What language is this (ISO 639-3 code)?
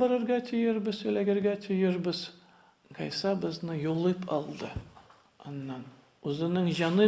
tat